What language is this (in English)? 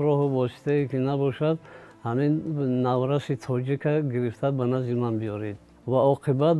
Tajik